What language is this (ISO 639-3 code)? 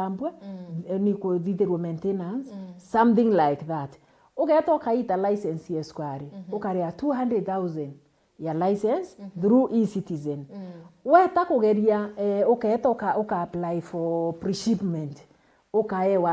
mer